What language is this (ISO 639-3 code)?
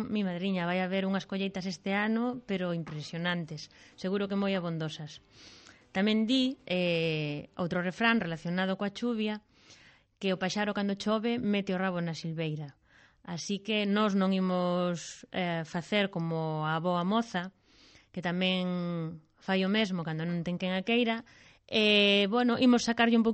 glg